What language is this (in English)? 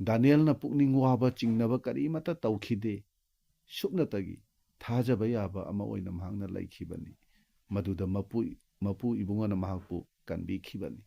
Manipuri